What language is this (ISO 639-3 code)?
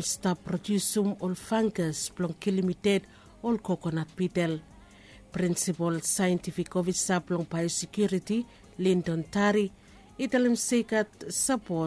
bis